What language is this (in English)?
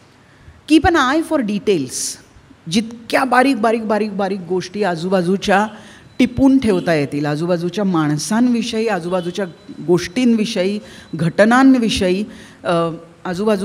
Marathi